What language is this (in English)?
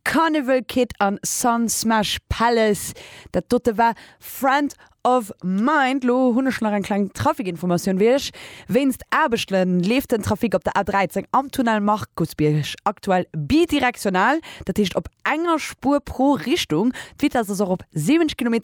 Luxembourgish